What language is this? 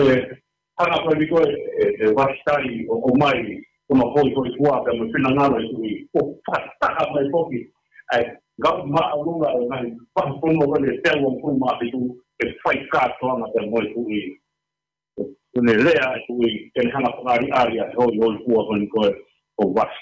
Tongan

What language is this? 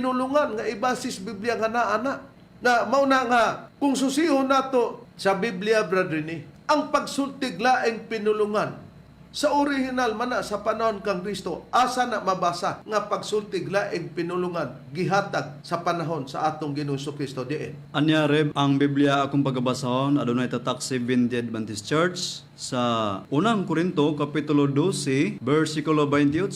Cebuano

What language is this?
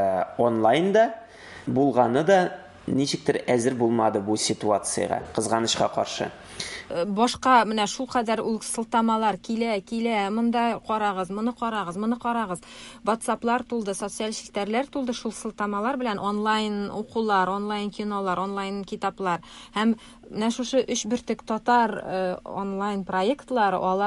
Tatar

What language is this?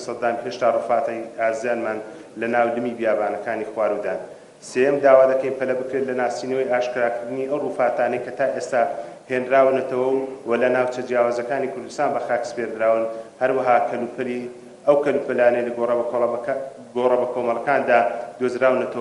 Central Kurdish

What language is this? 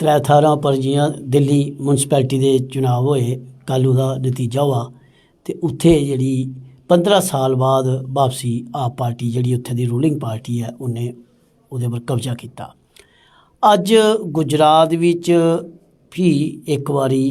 Dogri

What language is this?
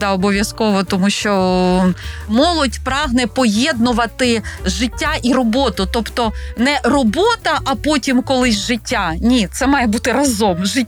Ukrainian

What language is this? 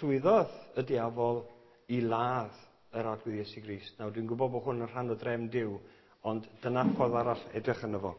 Welsh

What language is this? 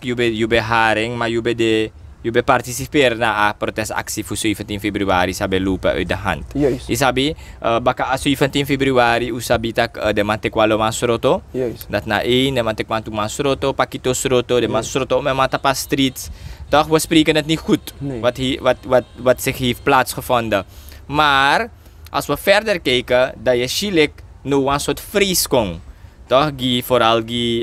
Sranan Tongo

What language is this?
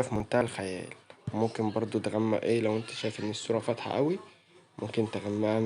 Egyptian Arabic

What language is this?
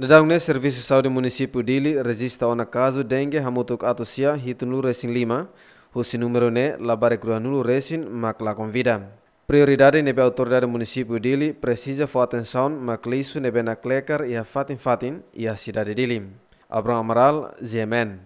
Tetum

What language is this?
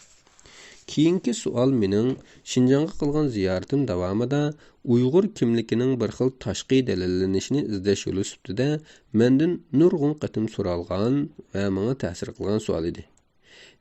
Uyghur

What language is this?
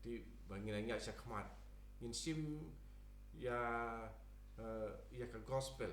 Khasi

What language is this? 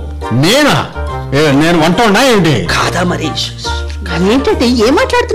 Telugu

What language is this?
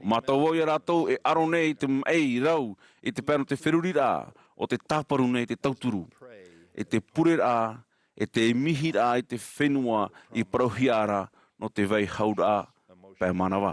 Tahitian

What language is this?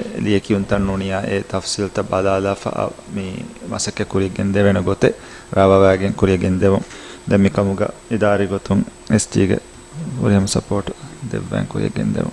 Divehi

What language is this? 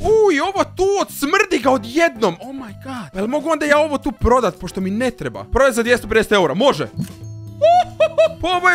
Croatian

